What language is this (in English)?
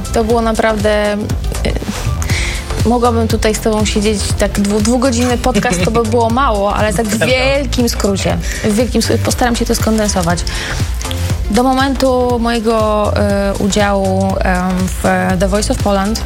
Polish